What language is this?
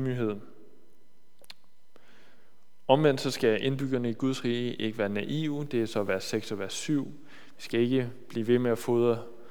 Danish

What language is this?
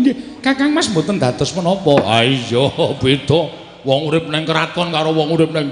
Javanese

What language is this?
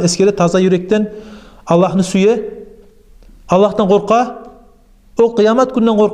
Kumyk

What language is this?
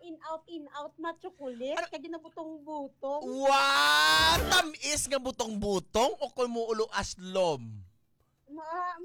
Hiligaynon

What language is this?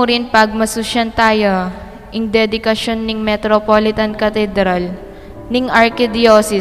Pampanga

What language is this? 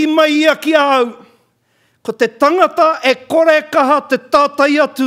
Māori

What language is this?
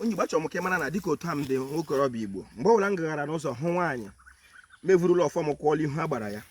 Igbo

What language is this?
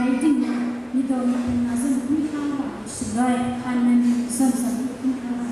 Kachin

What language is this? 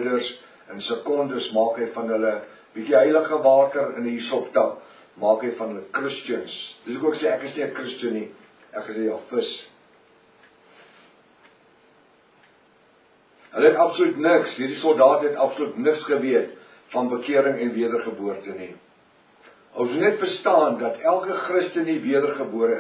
Afrikaans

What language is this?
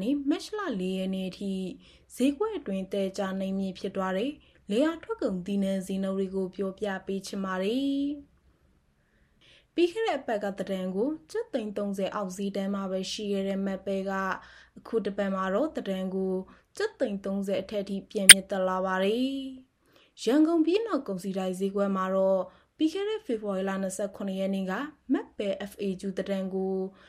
Burmese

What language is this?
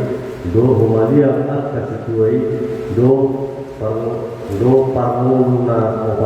Batak Toba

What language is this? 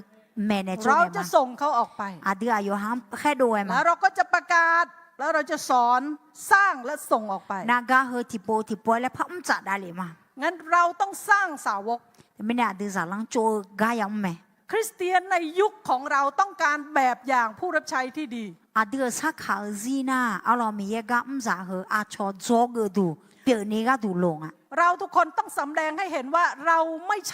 Akha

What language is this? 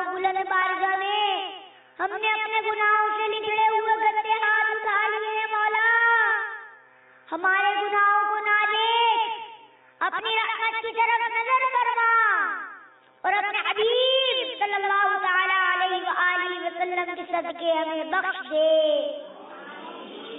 Urdu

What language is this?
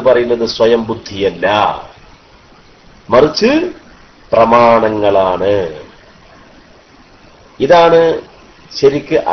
Malayalam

